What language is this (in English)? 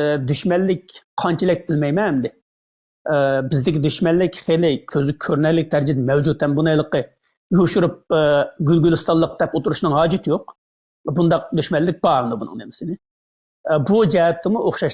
Uyghur